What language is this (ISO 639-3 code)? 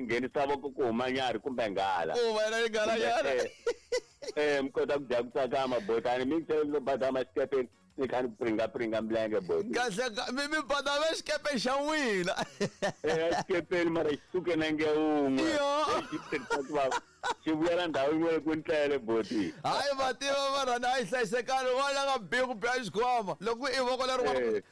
tso